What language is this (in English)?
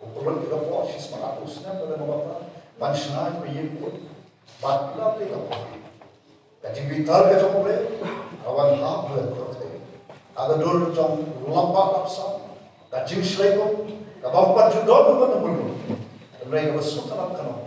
Khasi